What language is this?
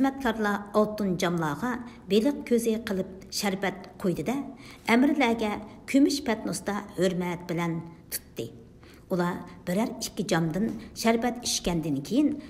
Uyghur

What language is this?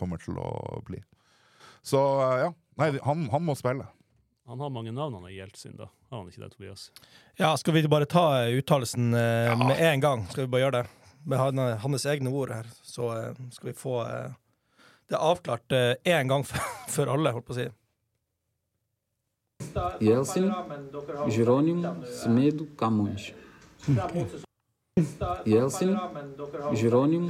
Norwegian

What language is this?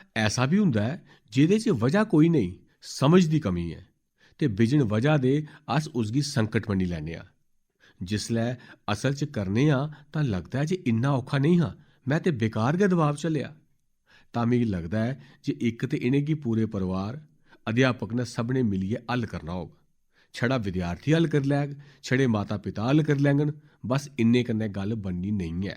Dogri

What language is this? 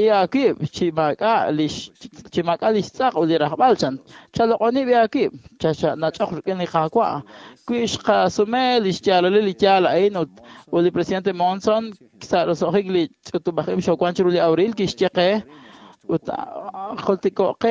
Kekchí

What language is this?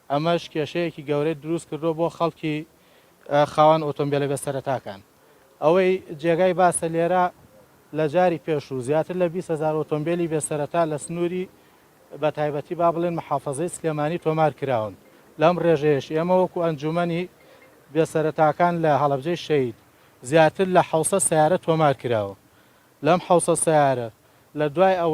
Central Kurdish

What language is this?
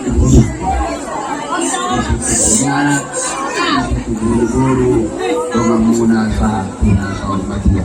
Batak Toba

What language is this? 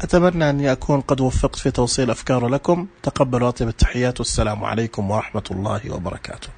Najdi Arabic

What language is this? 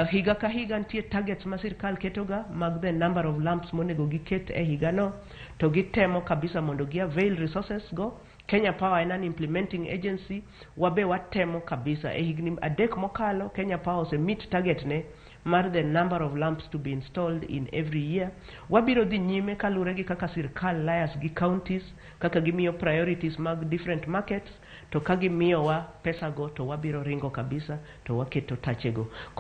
Luo (Kenya and Tanzania)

